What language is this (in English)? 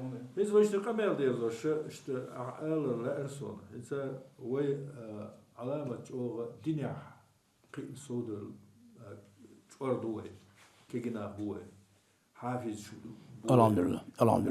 Chechen